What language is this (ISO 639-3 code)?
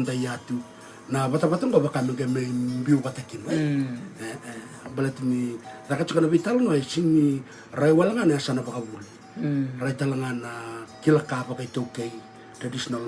fij